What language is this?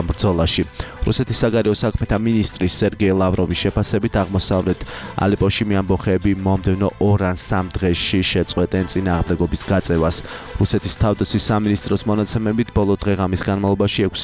Georgian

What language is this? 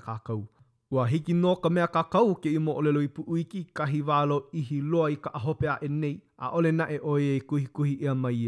Hawaiian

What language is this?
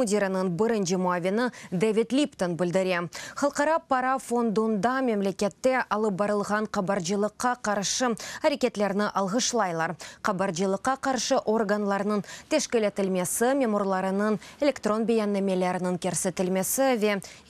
Crimean Tatar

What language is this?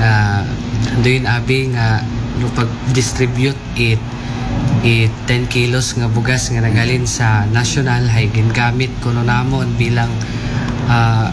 Aklanon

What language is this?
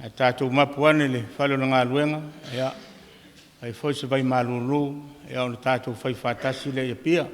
Samoan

